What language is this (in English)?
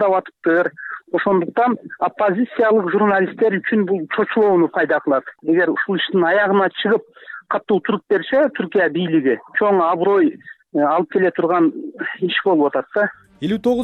Kyrgyz